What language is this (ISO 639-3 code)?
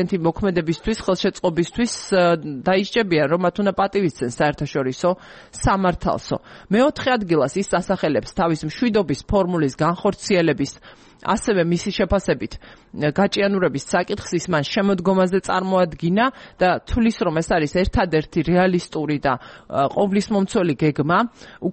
kat